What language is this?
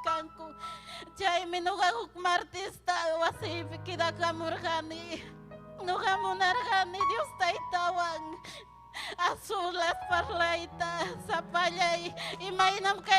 Ayacucho Quechua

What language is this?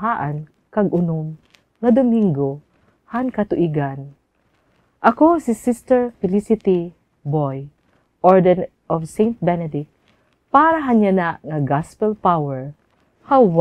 Waray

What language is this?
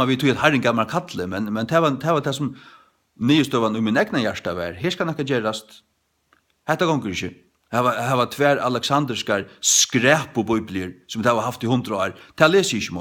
Faroese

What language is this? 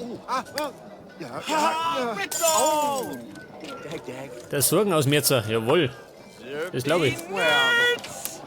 Bavarian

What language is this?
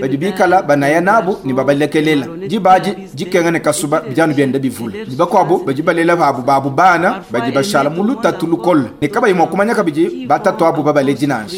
Luba-Lulua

